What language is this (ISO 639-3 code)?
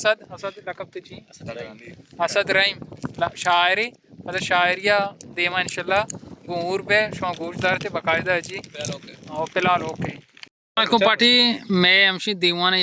bal